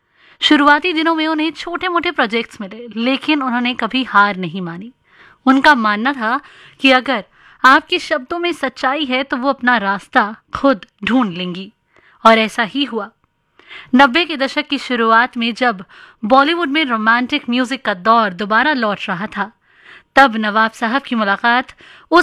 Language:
Hindi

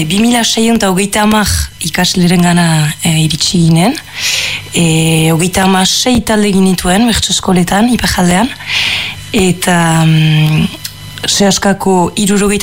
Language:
Basque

